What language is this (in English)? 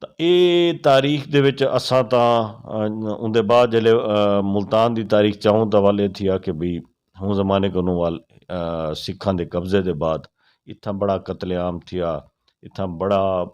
Saraiki